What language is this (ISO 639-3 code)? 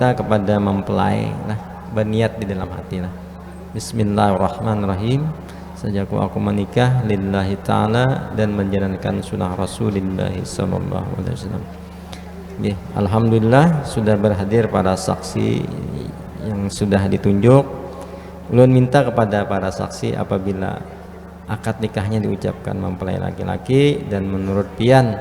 bjn